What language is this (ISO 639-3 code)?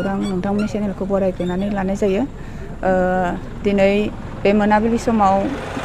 brx